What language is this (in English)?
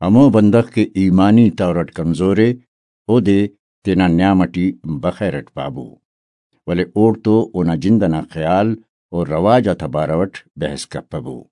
Brahui